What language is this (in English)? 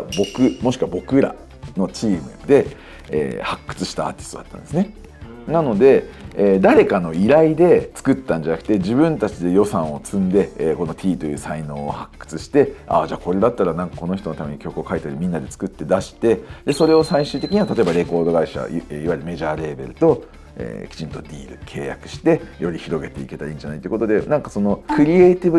Japanese